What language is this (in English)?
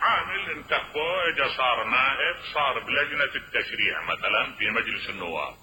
Mesopotamian Arabic